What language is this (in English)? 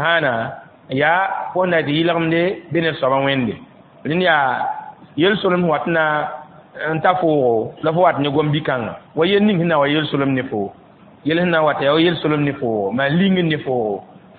Mossi